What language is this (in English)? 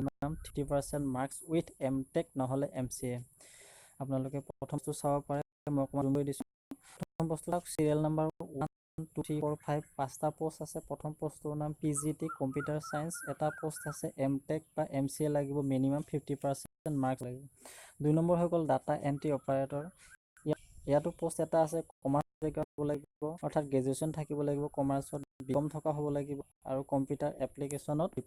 Assamese